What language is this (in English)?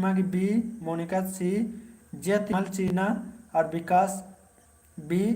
Kurukh